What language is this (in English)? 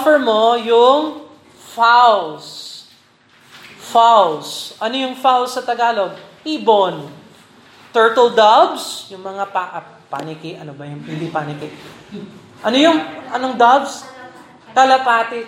Filipino